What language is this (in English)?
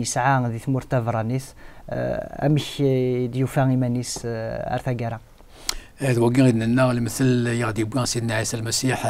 Kabyle